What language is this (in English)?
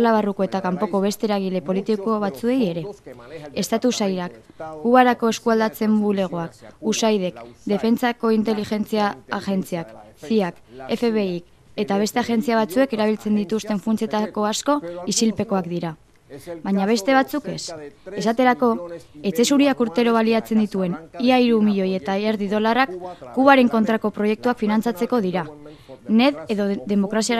Basque